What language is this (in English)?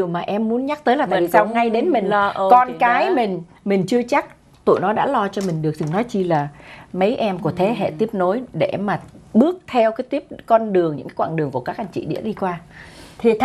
Vietnamese